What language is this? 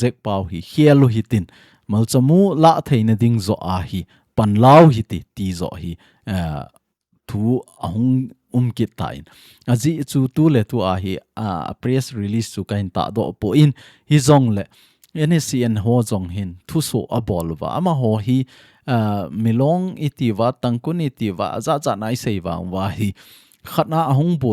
Thado Chin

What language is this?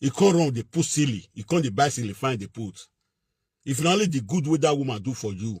Nigerian Pidgin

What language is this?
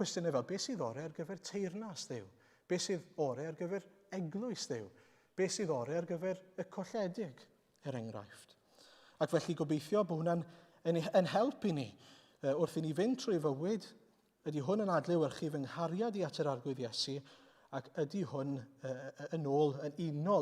Welsh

